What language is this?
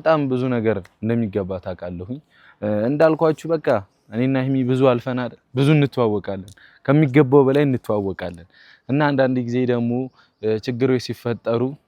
Amharic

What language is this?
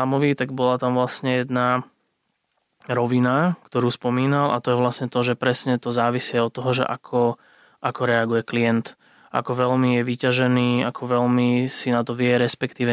Slovak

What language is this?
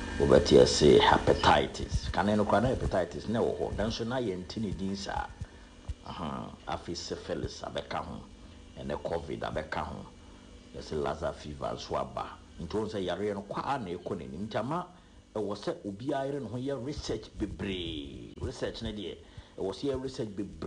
Akan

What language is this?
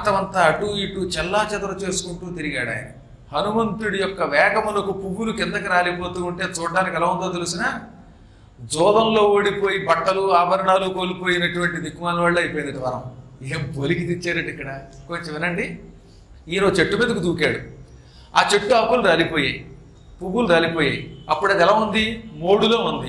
Telugu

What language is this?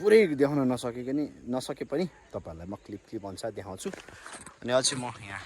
Nepali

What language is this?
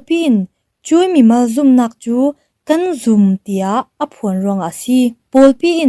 Falam Chin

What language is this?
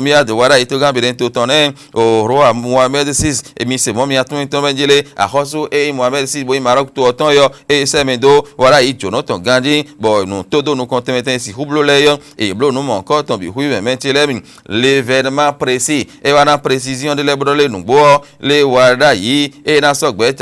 Fon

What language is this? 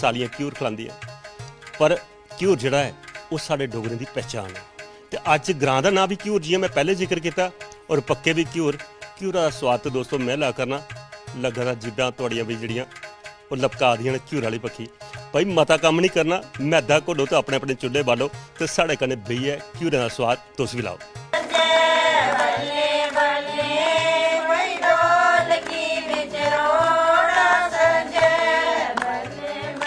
Dogri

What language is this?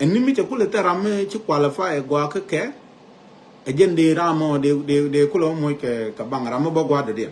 Nuer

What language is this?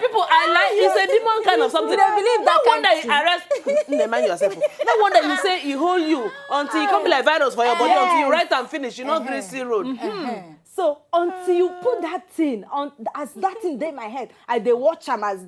Nigerian Pidgin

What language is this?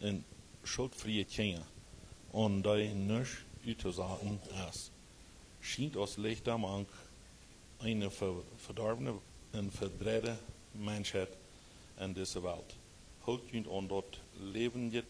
Plautdietsch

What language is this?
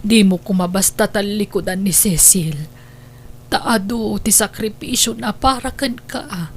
Iloko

